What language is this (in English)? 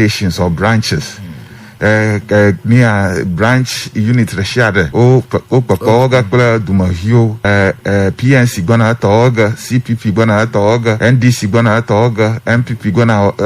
Ewe